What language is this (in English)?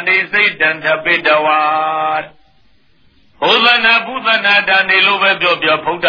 Burmese